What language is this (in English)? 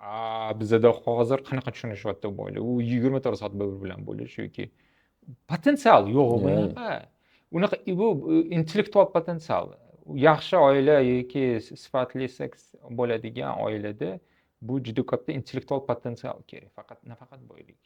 Uzbek